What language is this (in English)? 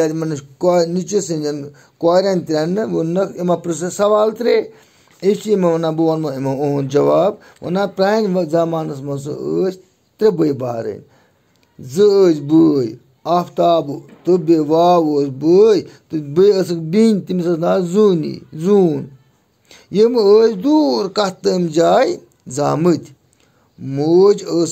Kashmiri